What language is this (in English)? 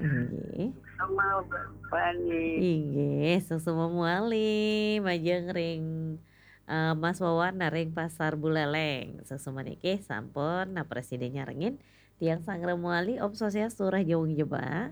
Balinese